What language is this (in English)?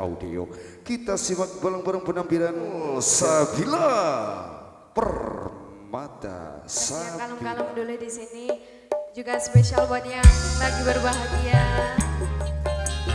Indonesian